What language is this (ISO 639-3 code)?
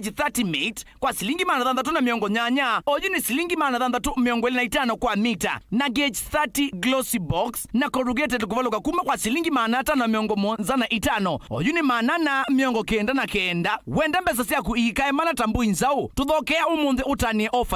kam